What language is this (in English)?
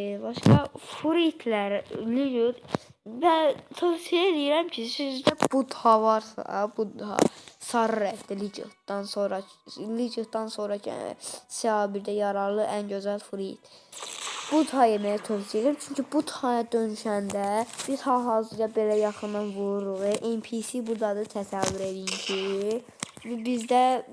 Azerbaijani